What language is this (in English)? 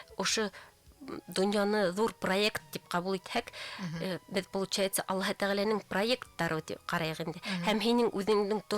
Bashkir